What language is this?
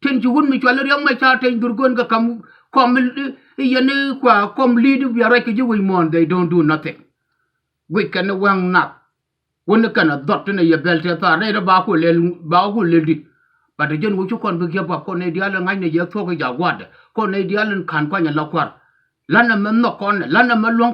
Nuer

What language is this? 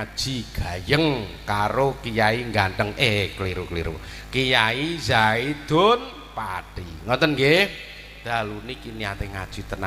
Javanese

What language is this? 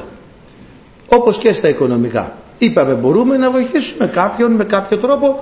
Greek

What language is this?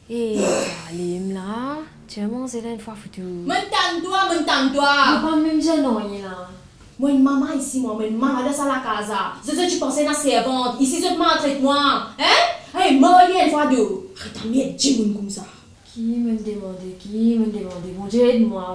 Morisyen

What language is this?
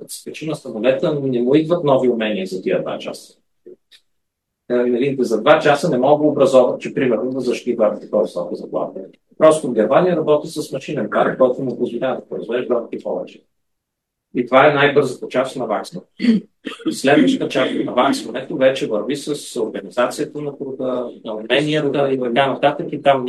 Bulgarian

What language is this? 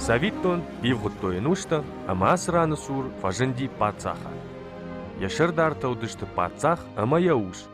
Ossetic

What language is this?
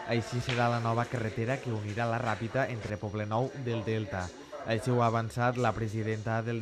Catalan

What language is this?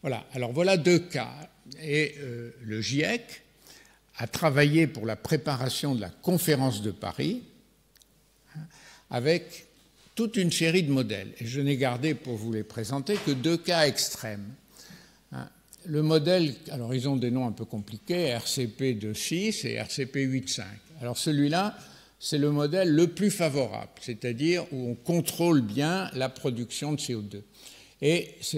French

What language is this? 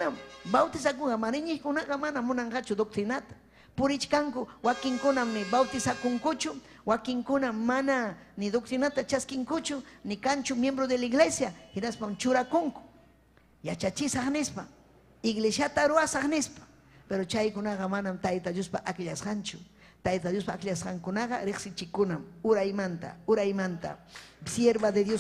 Ayacucho Quechua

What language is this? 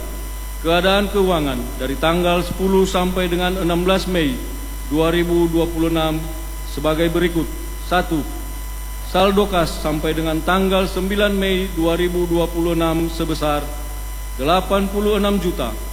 Indonesian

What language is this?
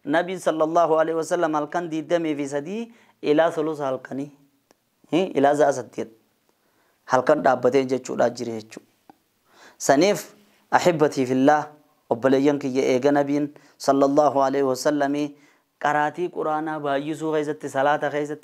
Oromo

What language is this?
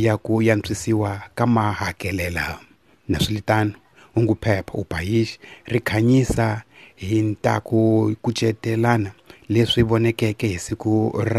Tsonga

